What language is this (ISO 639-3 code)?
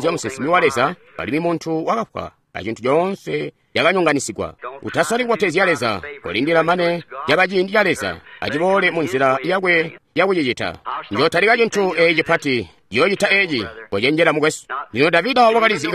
toi